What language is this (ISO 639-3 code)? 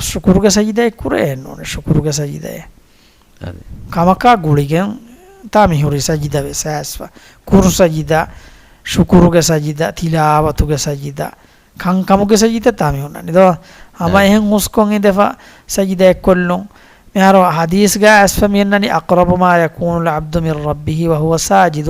div